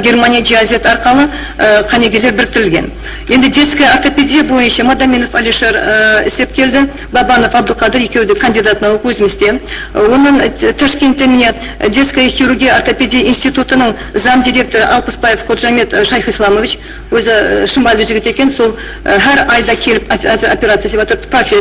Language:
Kara-Kalpak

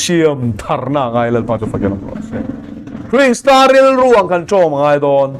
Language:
Mizo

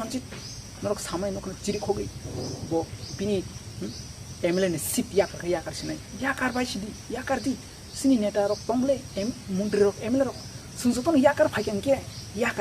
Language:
Kok Borok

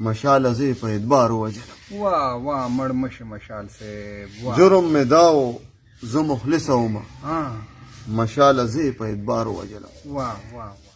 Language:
Pashto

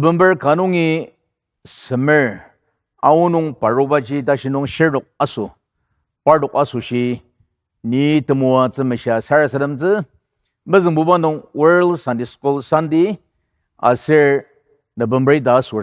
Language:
Ao Naga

